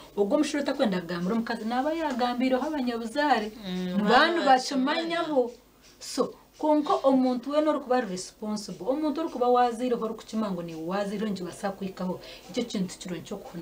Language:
Nyankole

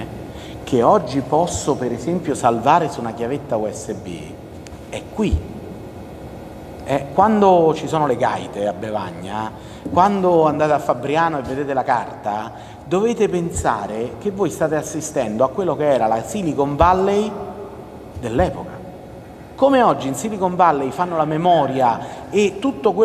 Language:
Italian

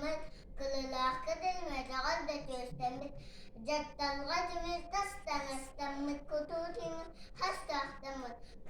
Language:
Yakut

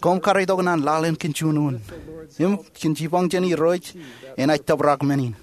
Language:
Marshallese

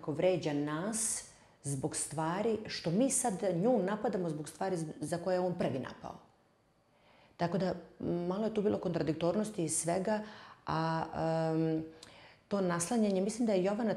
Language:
Serbian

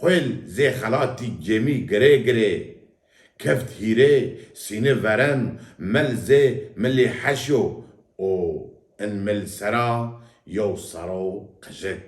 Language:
Zaza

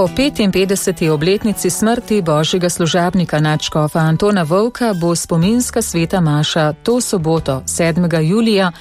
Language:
Slovenian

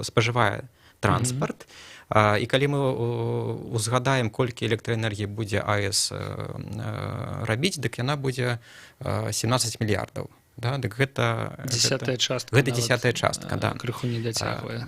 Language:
Belarusian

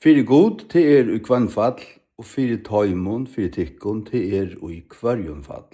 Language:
Faroese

